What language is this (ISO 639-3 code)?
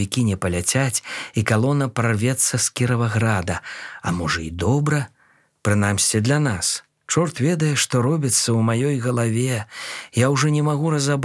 bel